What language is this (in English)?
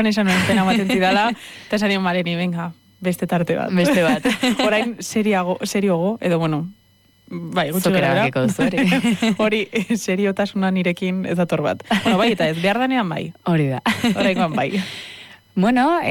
Basque